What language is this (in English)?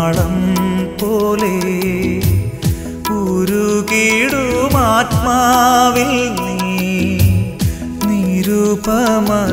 Malayalam